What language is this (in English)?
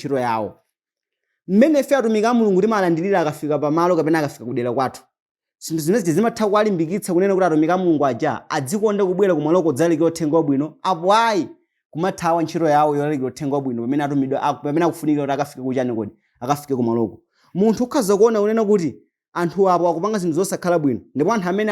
Nyanja